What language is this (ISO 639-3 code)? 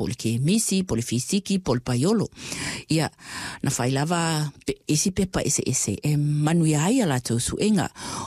smo